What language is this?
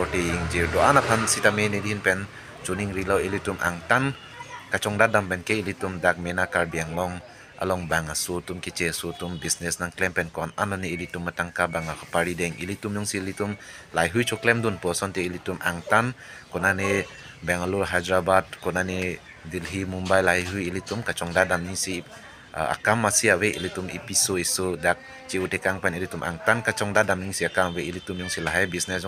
Karbi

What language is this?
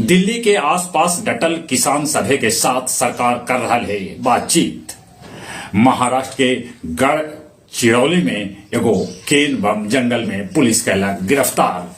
Magahi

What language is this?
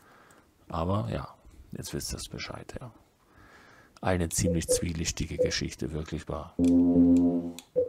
German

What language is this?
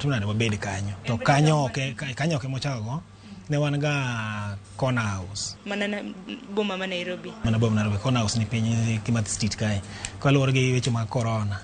Luo (Kenya and Tanzania)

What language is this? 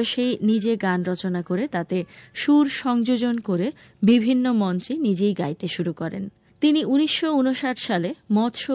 Bangla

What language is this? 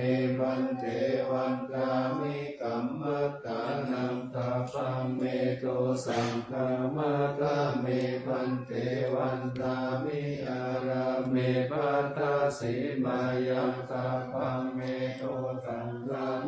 Pali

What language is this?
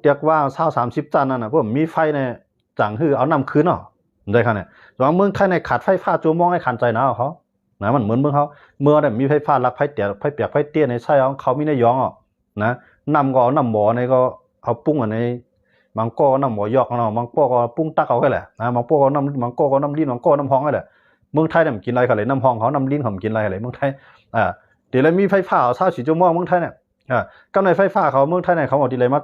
Shan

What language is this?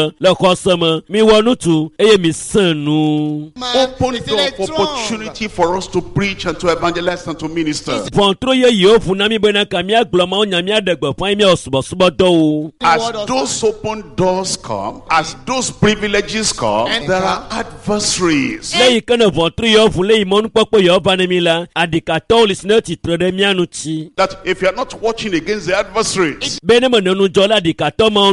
Ewe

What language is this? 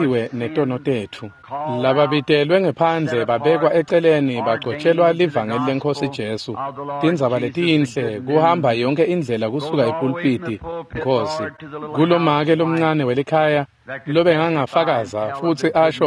Swati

